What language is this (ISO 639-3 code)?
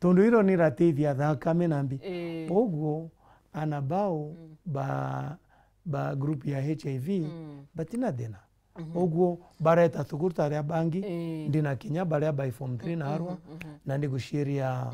mer